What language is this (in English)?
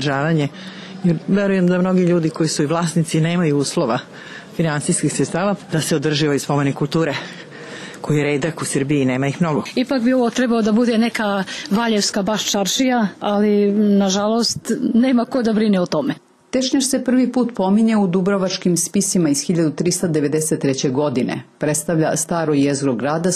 Serbian